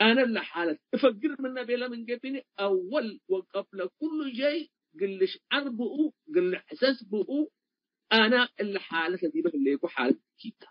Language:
Tigre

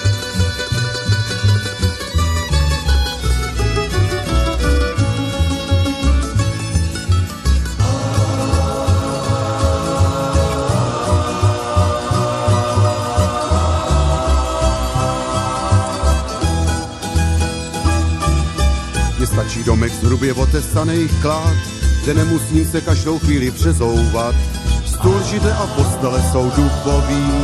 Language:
Czech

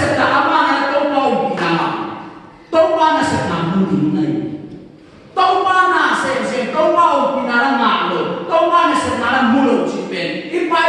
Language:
Tedim Chin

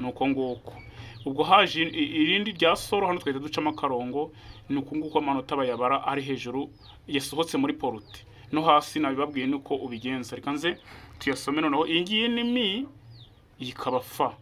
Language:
Kinyarwanda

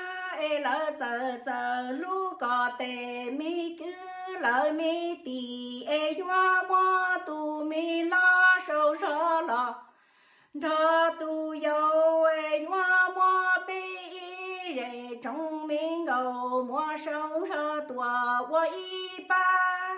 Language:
Hmong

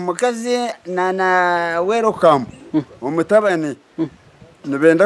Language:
Nyankole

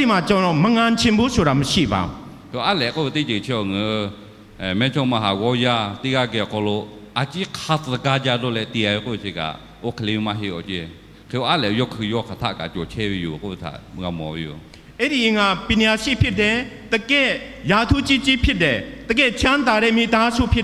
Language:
Lahu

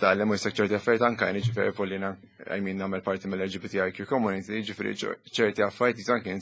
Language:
Maltese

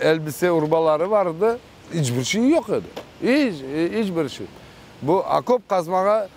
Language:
Crimean Tatar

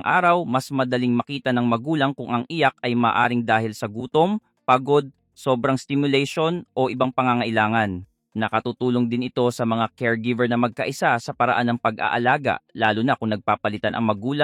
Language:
Filipino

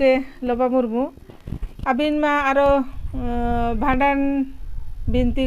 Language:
Santali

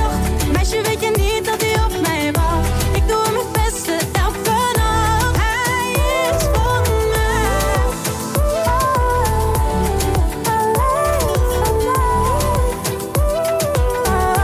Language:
Dutch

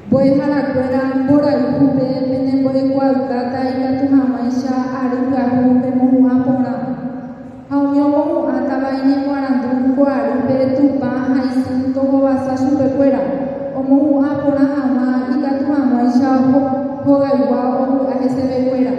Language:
Guarani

